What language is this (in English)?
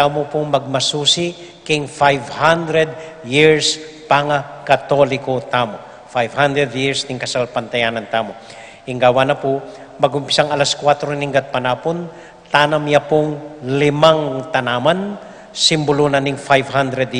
Pampanga